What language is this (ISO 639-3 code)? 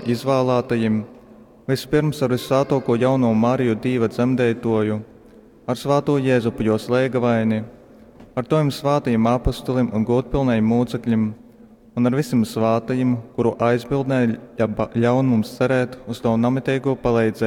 ltg